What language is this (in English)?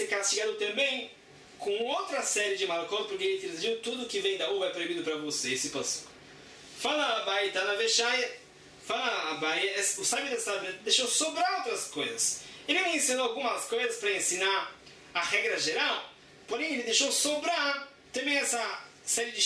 Portuguese